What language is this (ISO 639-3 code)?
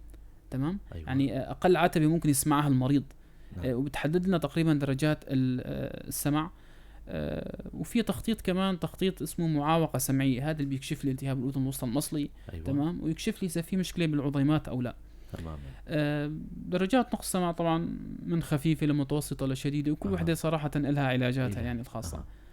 apc